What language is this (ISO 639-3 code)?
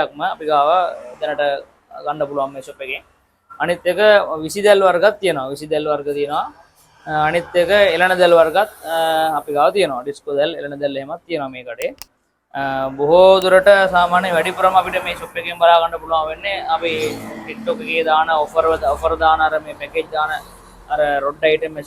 sin